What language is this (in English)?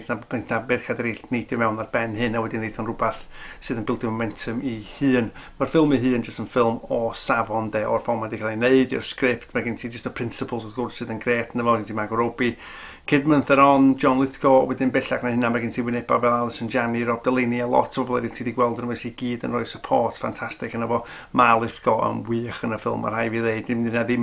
Welsh